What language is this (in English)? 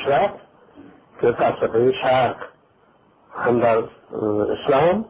Persian